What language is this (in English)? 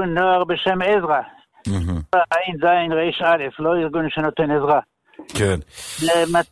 Hebrew